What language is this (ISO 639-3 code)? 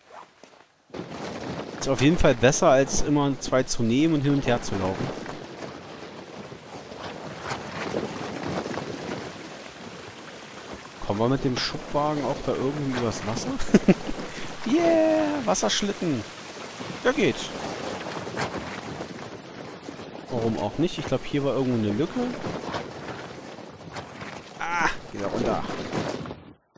deu